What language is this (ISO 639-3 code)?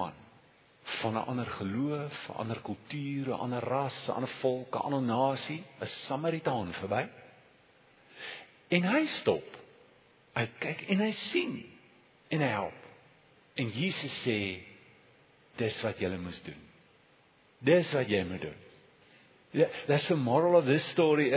afr